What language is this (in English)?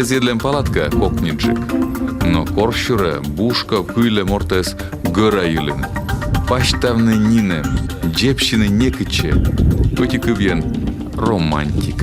Komi